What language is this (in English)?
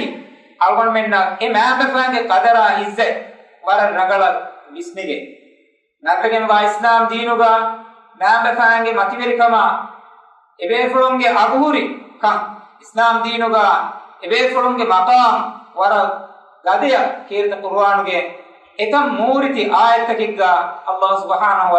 Divehi